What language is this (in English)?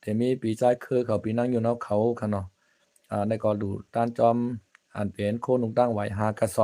Shan